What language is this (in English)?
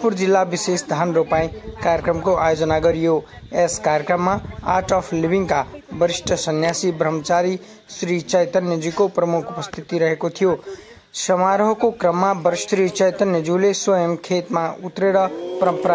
Nepali